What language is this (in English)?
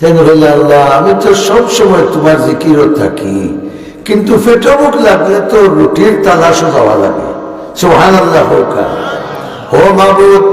Sylheti